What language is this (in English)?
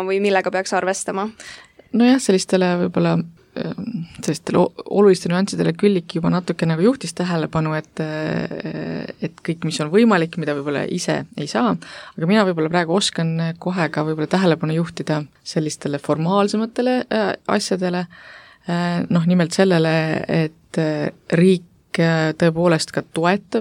Estonian